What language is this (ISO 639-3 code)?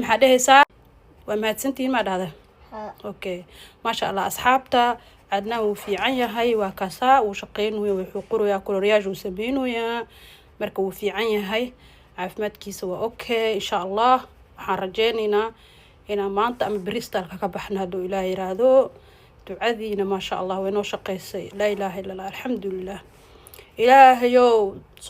som